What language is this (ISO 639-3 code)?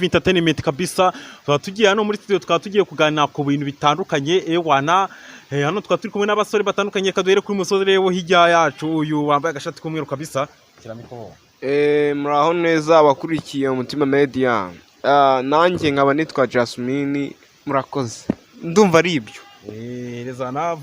kin